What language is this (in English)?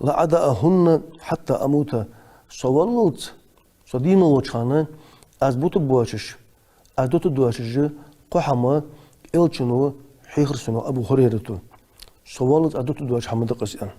Ingush